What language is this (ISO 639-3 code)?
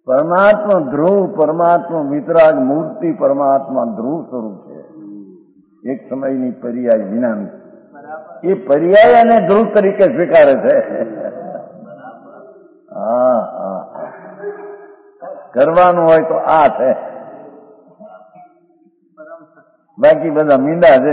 guj